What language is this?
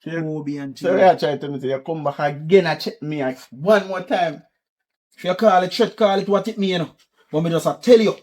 Jamaican Creole English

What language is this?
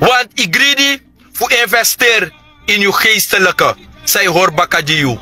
Sranan Tongo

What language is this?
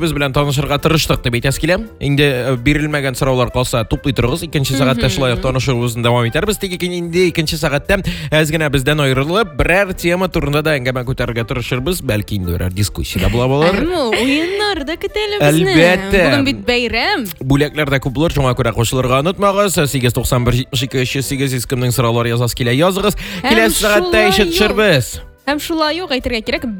Tatar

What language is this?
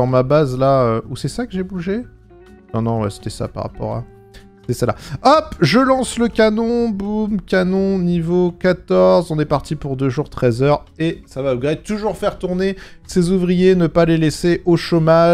French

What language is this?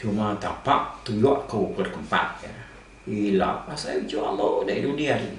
Iban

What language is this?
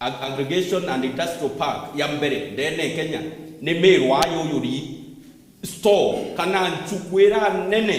Meru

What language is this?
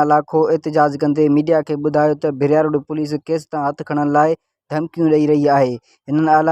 Sindhi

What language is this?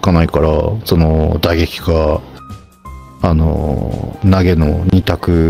Japanese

